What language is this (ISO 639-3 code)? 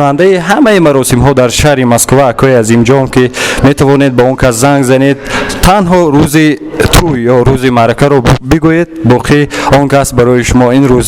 tgk